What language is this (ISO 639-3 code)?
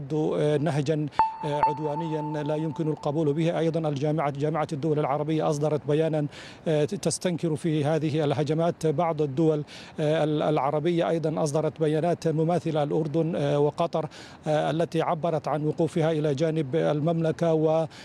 ara